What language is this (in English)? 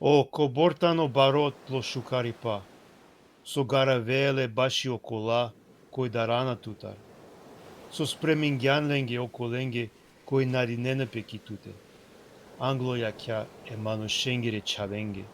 Balkan Romani